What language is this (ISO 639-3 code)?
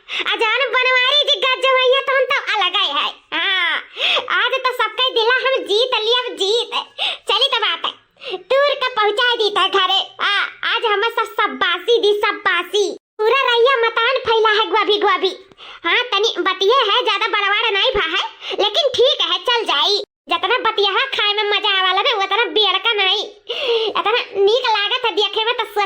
awa